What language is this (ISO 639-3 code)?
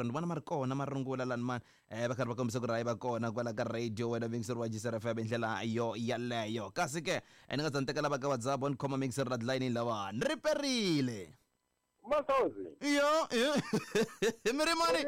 tso